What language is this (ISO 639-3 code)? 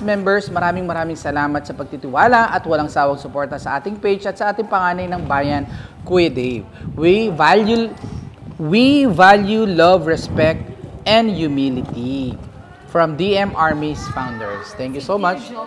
fil